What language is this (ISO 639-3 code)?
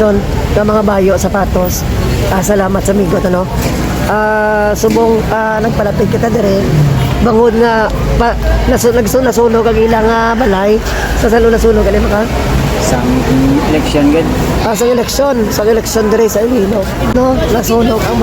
hil